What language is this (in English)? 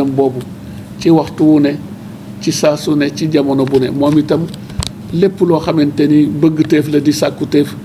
Wolof